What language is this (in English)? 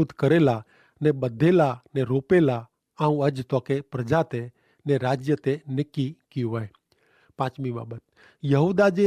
Kachhi